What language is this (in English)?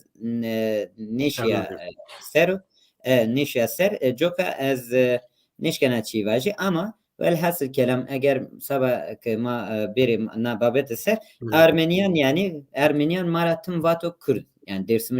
Zaza